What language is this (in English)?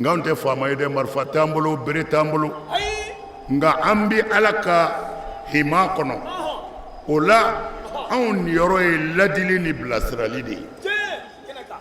Bambara